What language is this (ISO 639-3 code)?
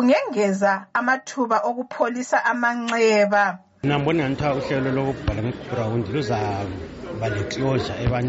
nde